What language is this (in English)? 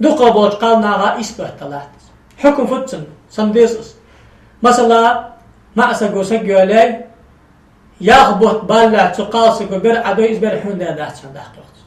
Ingush